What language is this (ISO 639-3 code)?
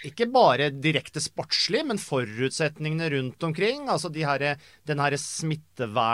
nor